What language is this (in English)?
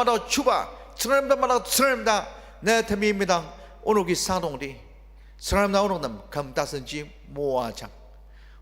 Ao Naga